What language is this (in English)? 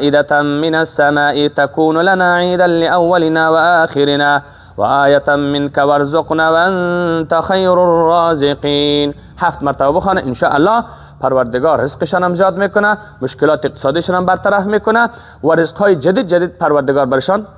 Persian